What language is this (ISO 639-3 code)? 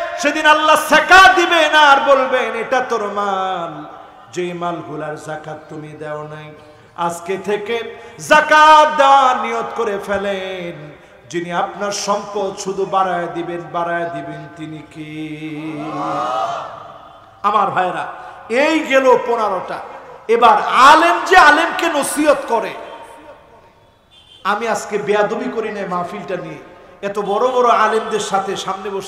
ben